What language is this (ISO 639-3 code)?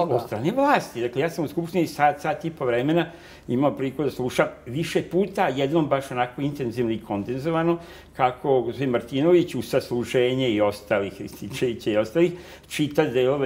srp